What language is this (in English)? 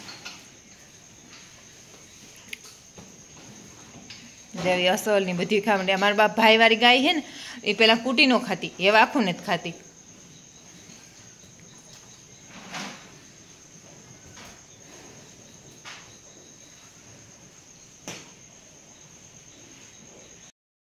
Gujarati